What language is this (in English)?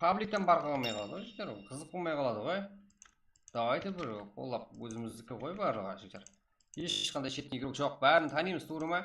Kara-Kalpak